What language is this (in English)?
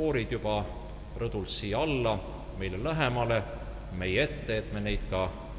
Estonian